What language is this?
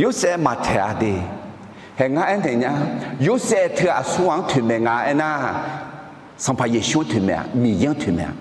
Akha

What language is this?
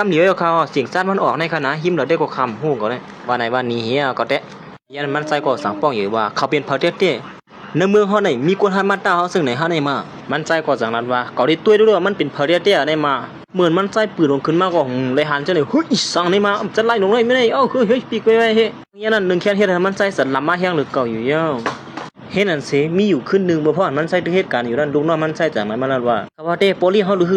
Shan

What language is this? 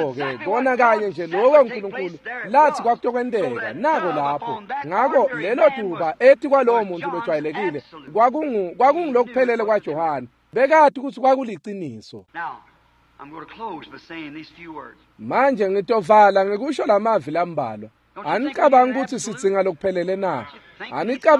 Swati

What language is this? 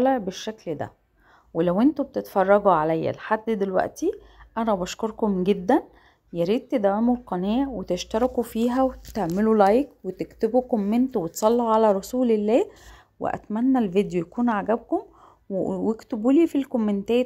Egyptian Arabic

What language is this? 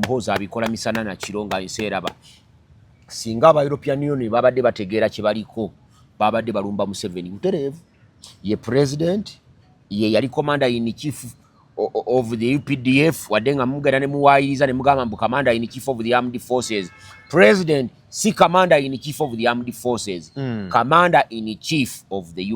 Ganda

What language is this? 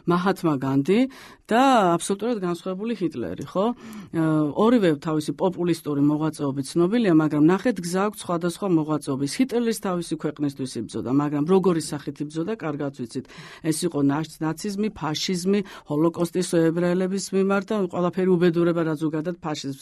Georgian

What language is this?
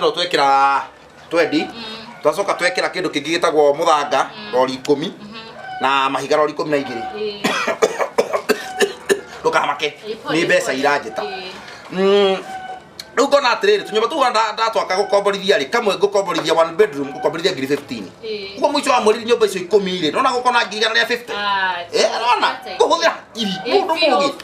Kikuyu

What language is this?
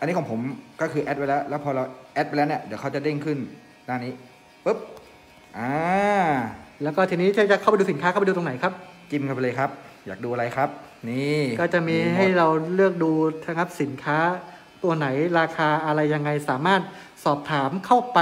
Thai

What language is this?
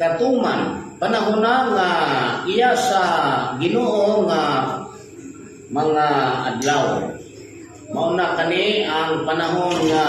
Cebuano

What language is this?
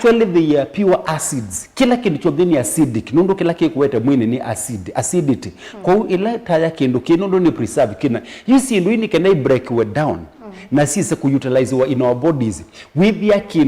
Kamba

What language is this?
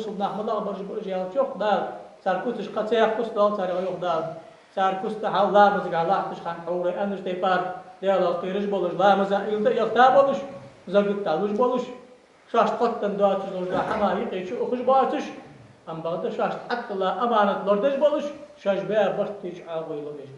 Ingush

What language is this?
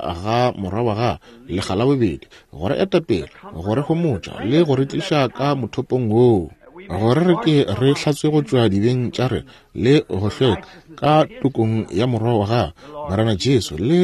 Northern Sotho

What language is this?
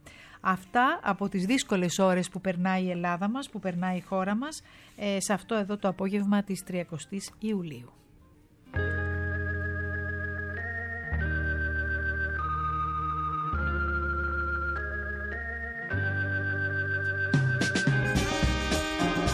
Greek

